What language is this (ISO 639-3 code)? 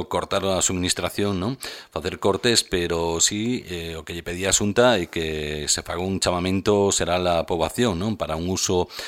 glg